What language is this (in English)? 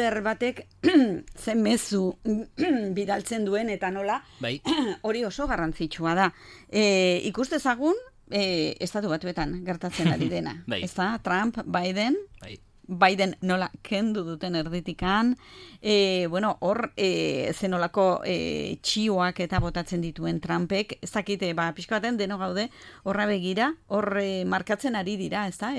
Basque